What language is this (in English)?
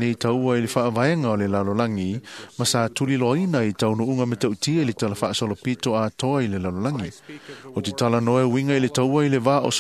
Samoan